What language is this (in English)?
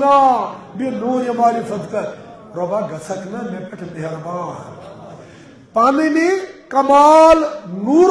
Kashmiri